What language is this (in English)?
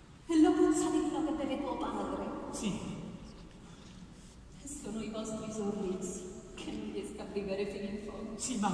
Italian